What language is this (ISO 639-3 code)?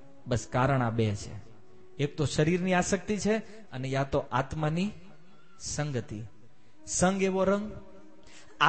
guj